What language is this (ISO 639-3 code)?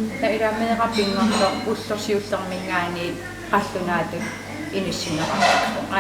kal